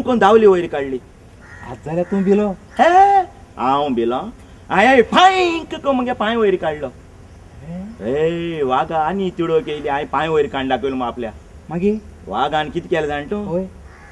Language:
Konkani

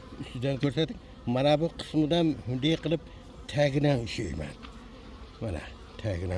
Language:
Uzbek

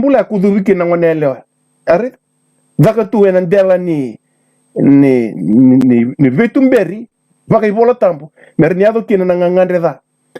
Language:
Fijian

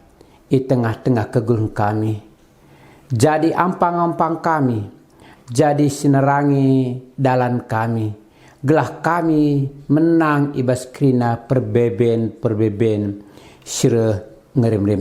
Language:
Batak Karo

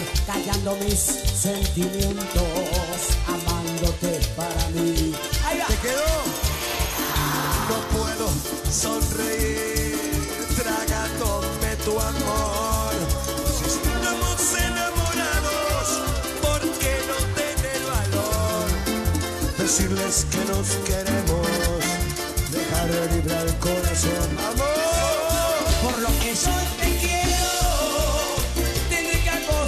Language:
Spanish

